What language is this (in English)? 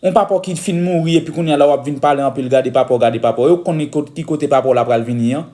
Haitian Creole